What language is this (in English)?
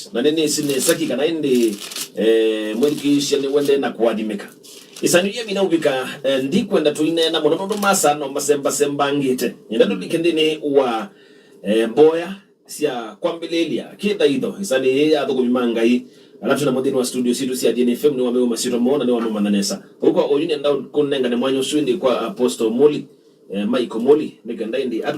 Kamba